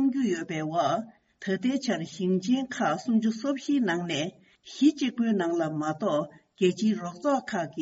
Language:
Tibetan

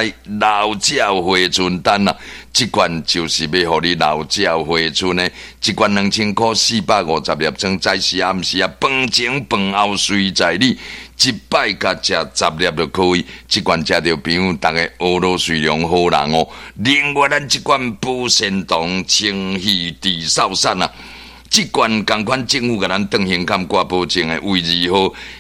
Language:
Min Nan Chinese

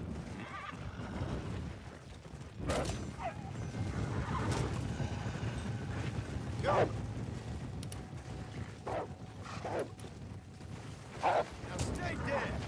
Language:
English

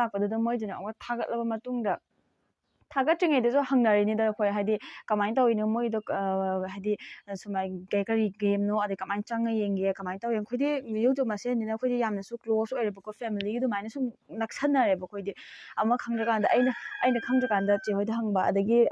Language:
Manipuri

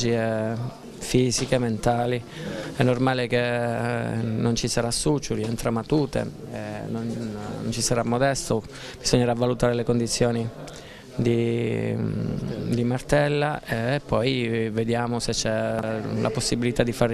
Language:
Italian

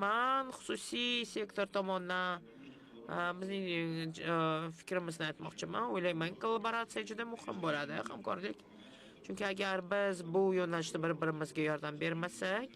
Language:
Uzbek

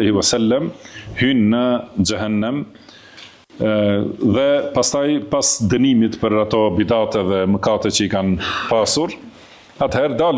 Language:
Albanian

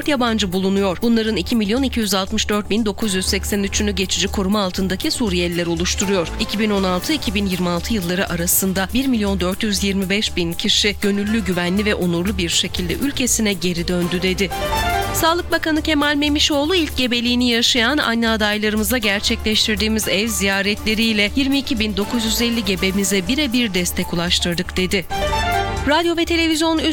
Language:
Turkish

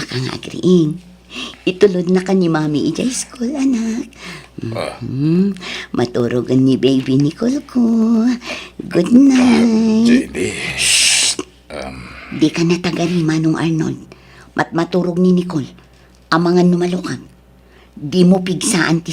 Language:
Iloko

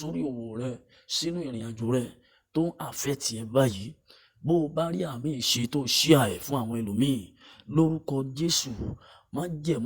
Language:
Yoruba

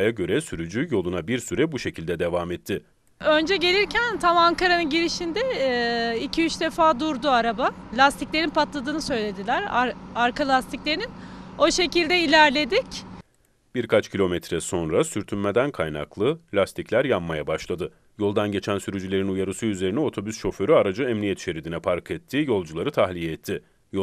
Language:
Turkish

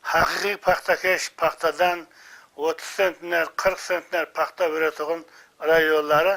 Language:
Kara-Kalpak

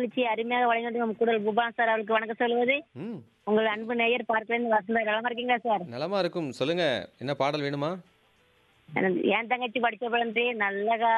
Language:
Tamil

